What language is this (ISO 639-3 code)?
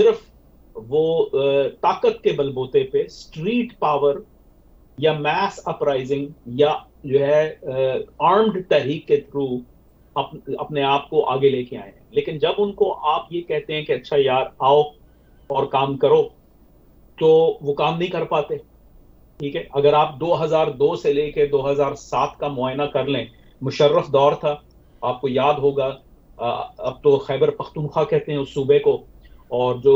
urd